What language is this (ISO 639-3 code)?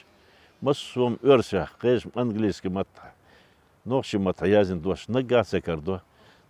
che